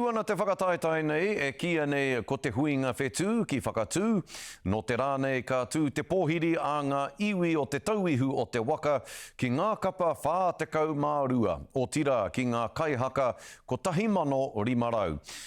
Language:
Māori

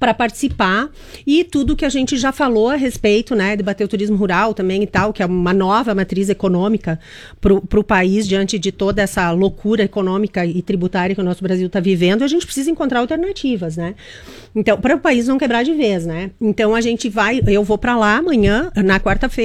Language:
Portuguese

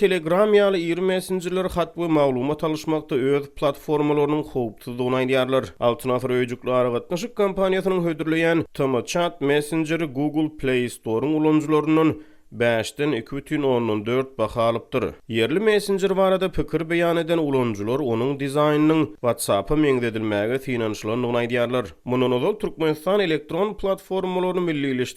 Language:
Turkmen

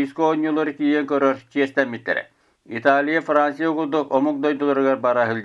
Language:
Yakut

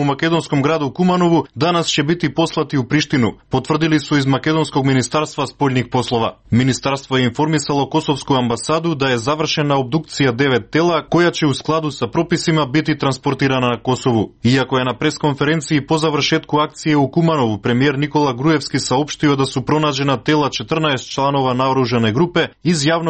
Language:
Serbian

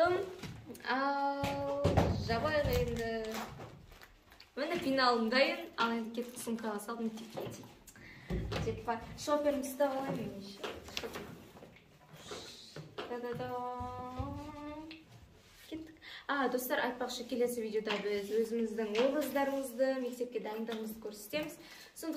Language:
Kazakh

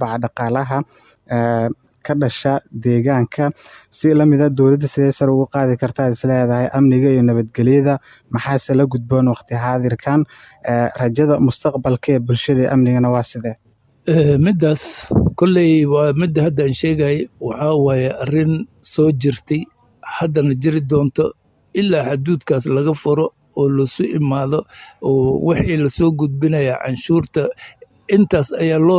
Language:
Somali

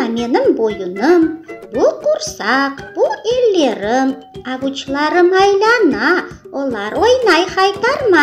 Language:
Crimean Tatar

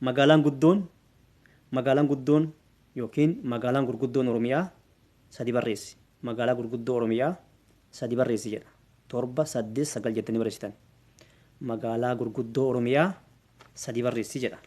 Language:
Oromo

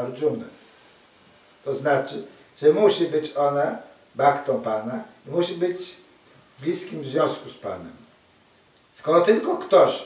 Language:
Polish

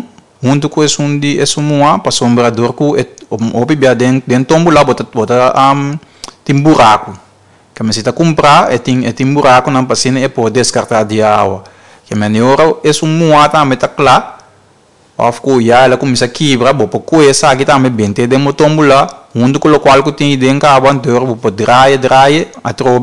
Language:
Papiamento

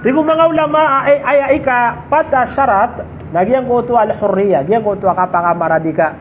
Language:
Maranao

